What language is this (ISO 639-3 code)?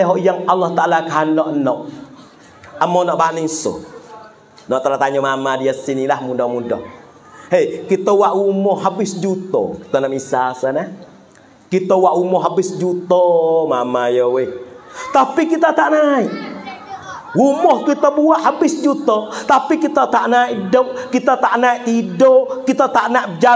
mfa